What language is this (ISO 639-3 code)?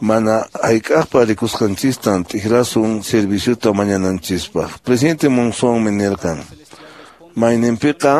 que